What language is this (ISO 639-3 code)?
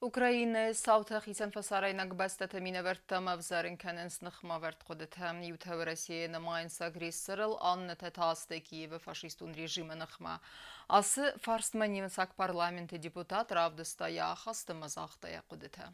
oss